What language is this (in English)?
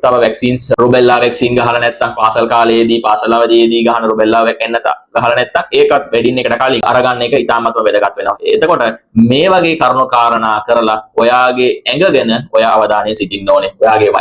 Sinhala